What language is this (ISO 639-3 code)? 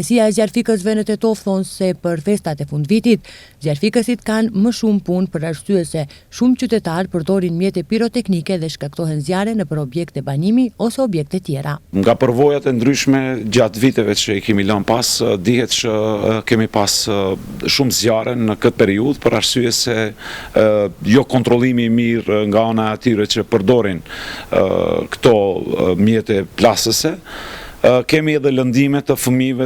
sqi